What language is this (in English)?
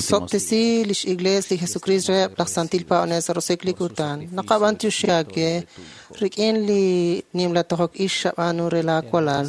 Kekchí